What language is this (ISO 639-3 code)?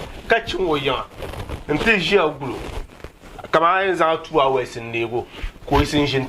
dag